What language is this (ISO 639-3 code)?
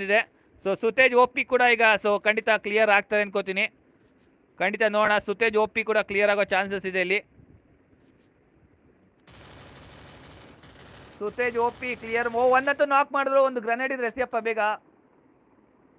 kan